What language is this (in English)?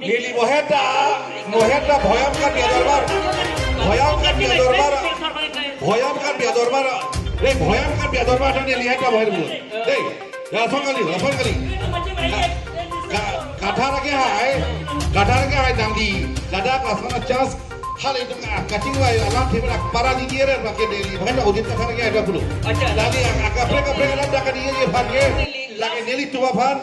Karbi